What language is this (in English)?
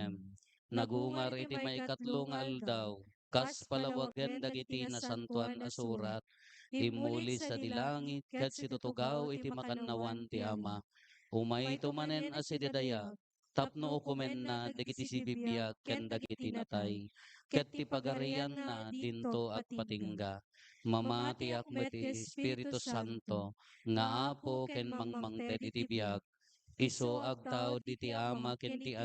Iloko